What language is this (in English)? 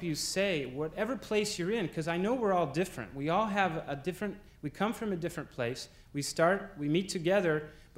English